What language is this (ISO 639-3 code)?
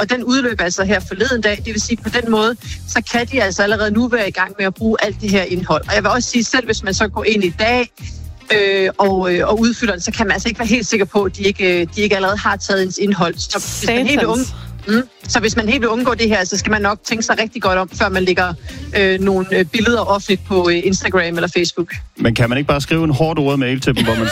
dan